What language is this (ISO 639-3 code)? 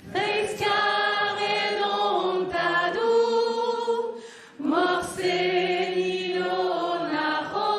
bre